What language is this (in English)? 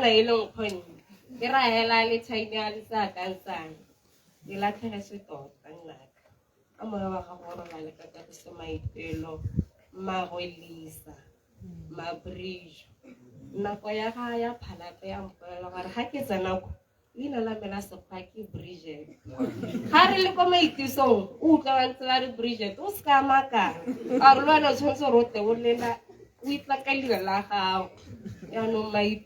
Tswana